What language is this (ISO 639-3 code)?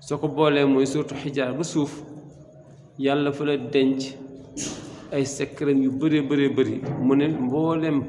wol